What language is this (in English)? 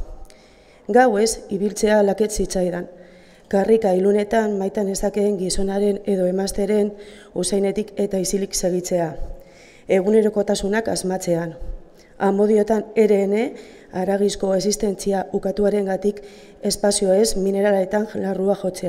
Basque